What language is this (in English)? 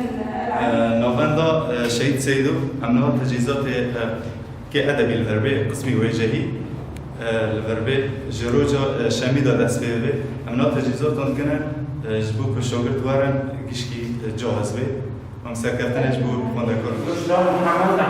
Kurdish